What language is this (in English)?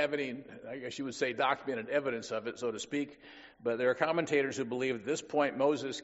English